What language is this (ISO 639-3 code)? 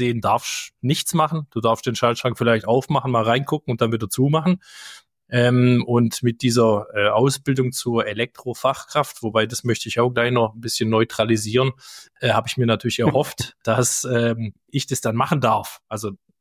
deu